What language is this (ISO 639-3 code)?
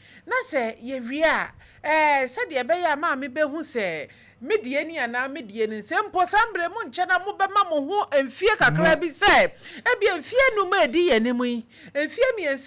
aka